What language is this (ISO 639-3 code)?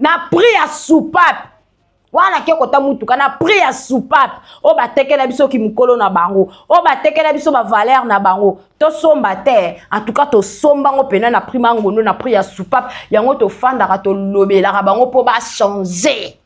lin